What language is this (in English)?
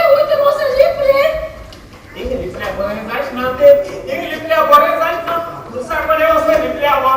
Konkani